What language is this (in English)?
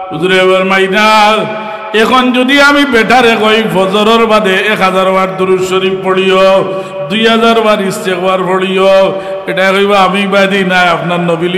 Sylheti